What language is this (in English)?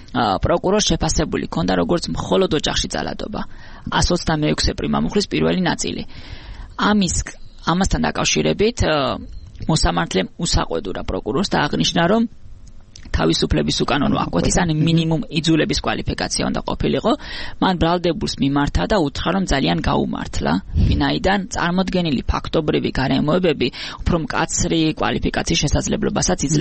Georgian